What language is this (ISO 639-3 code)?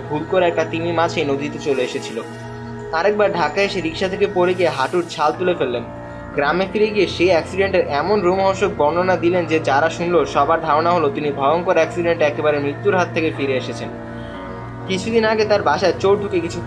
ben